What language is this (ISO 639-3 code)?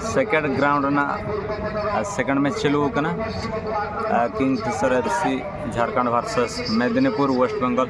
sat